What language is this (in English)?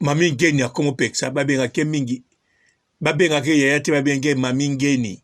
Lingala